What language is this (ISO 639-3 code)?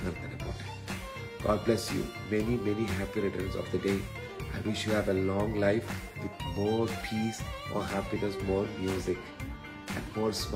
mal